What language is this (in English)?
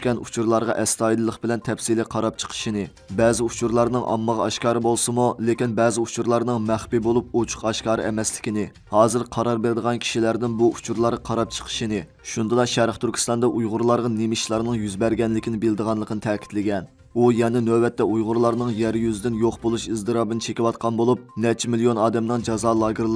Uyghur